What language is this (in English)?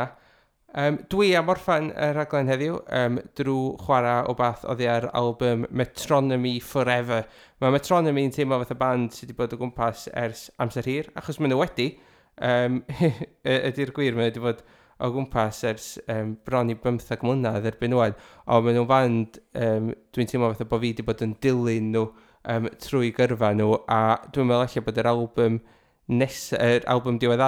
Welsh